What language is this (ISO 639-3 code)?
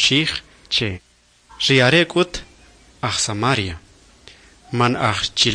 quc